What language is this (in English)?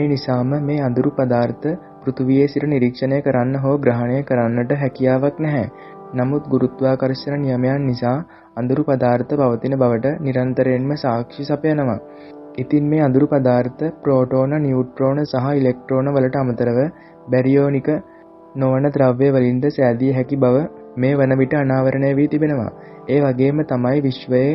Sinhala